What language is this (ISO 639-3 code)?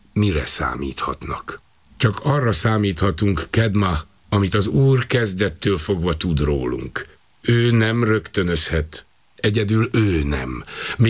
hun